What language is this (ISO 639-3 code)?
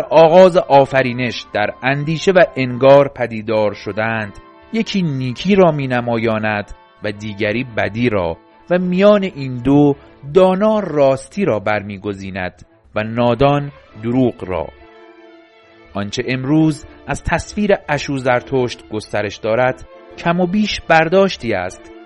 fas